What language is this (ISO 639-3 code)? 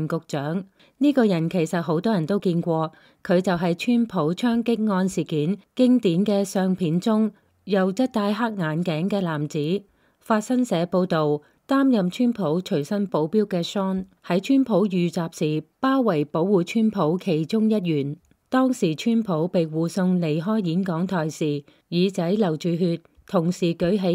yue